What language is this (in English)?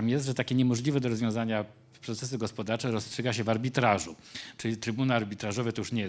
Polish